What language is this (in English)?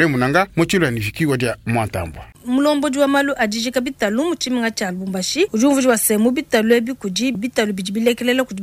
Luba-Lulua